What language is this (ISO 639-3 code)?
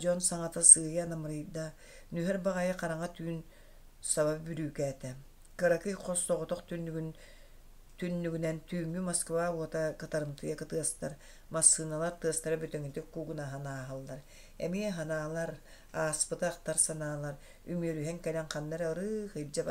sah